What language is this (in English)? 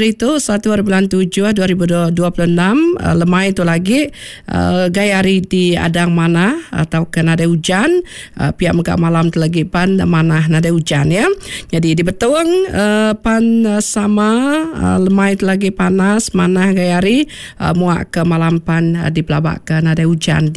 Iban